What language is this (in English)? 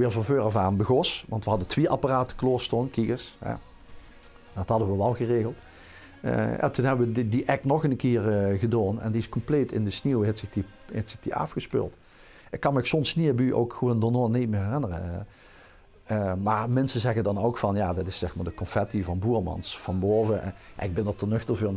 Limburgish